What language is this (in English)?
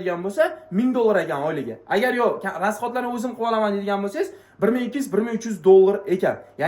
Uzbek